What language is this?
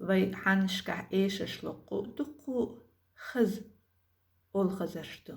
Chechen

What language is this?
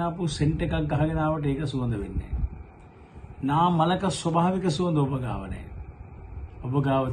Sinhala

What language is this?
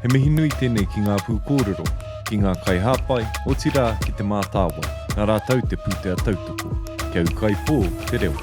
Māori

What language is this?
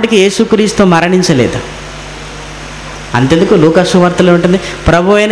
Telugu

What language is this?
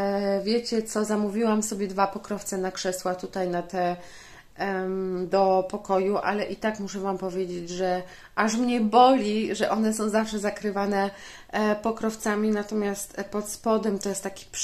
Polish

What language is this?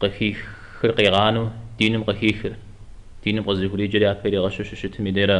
Kabardian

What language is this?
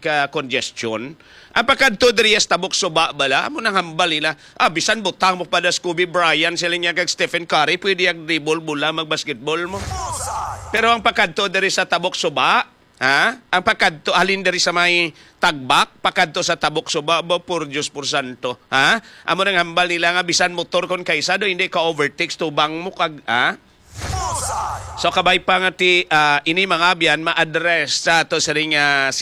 Hiligaynon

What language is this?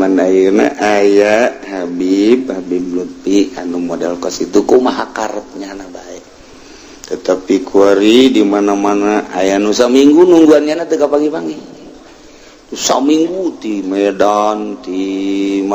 Sundanese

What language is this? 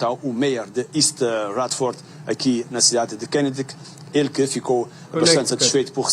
Kabuverdianu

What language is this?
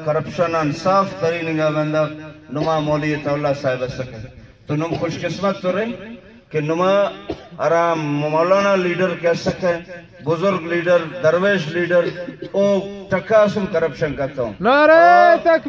Brahui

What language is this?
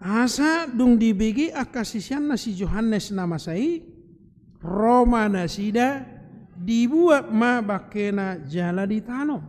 Batak Toba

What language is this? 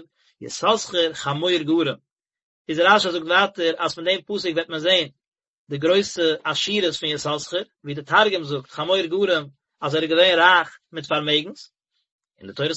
Yiddish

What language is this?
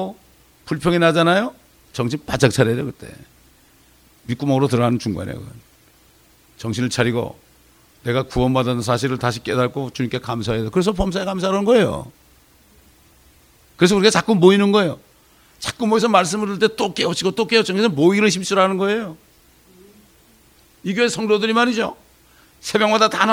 Korean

